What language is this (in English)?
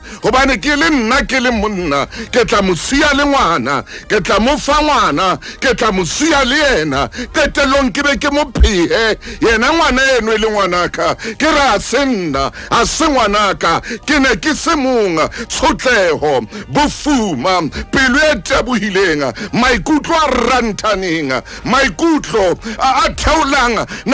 Southern Sotho